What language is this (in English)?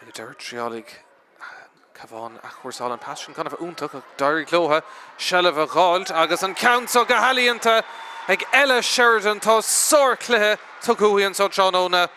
Irish